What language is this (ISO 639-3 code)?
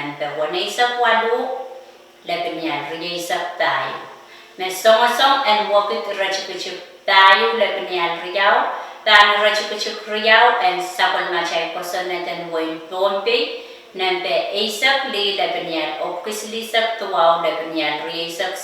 pon